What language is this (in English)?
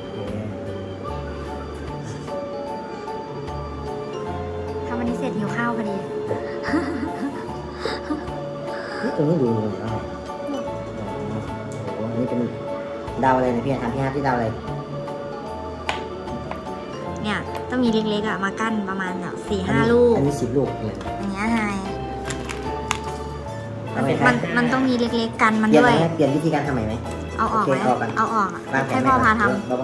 Thai